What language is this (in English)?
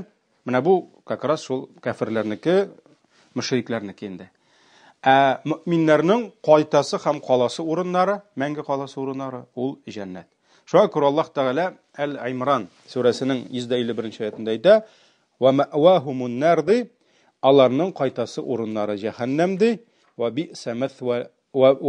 Tatar